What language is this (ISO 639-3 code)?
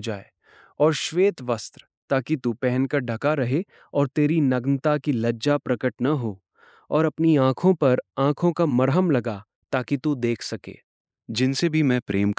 hin